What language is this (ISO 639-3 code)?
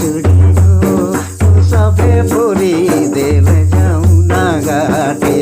sck